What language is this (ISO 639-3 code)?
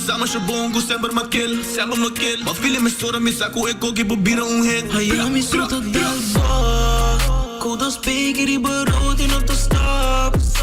pap